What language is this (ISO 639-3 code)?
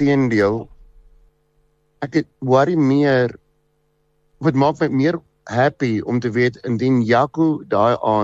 afr